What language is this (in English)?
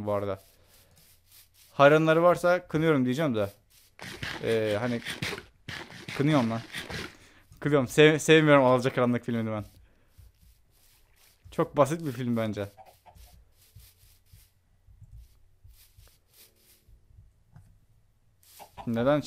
Turkish